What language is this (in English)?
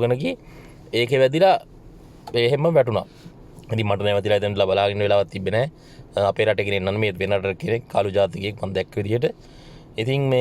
Sinhala